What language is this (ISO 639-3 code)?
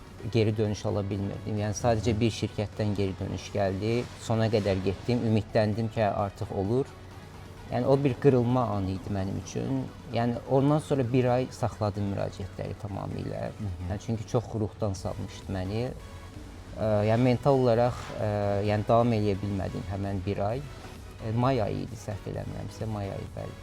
aze